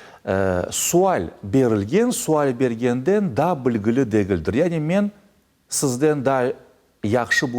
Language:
Crimean Tatar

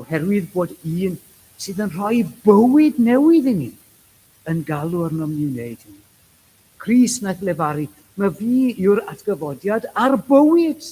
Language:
Welsh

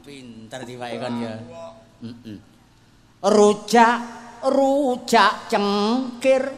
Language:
Javanese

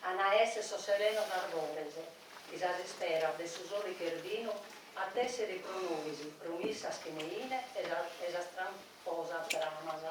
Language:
Sardinian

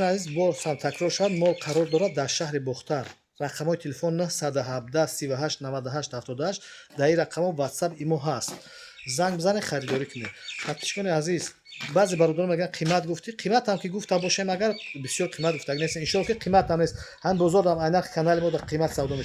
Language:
Tajik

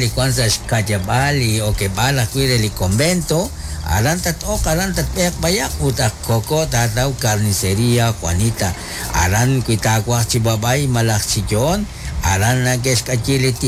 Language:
Kekchí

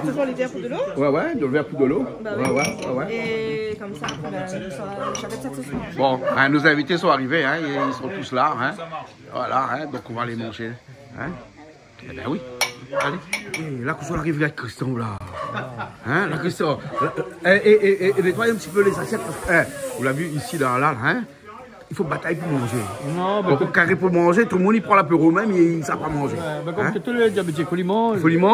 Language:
Réunion Creole French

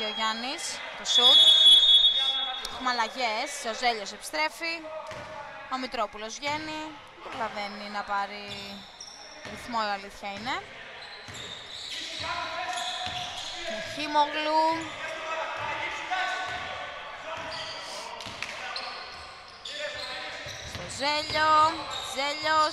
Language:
Greek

